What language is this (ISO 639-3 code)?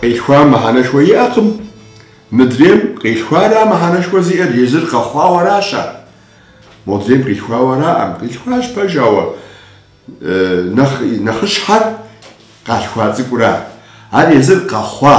kbd